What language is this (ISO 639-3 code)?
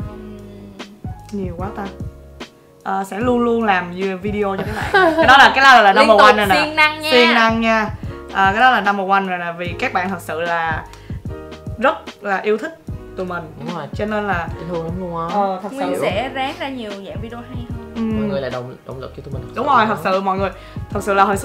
vie